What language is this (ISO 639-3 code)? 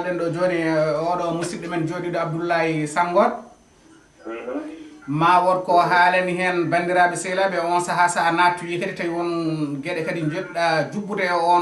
ful